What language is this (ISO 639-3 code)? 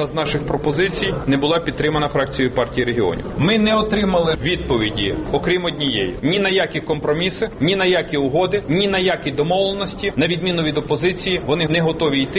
ukr